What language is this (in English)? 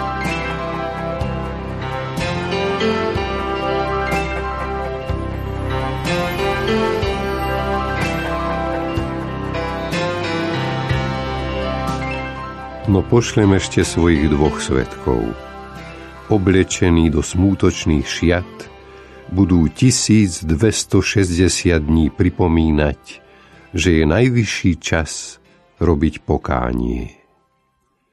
Slovak